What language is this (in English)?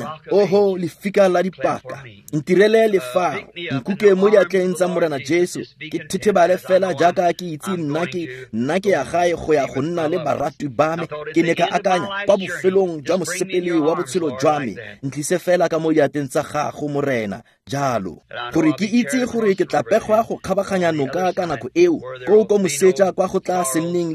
Tswana